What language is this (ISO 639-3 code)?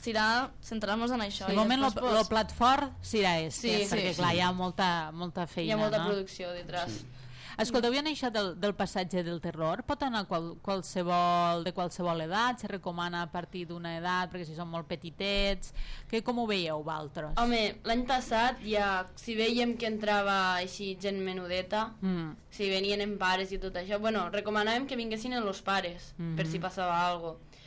cat